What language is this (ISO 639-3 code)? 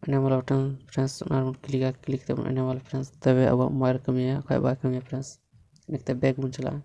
sat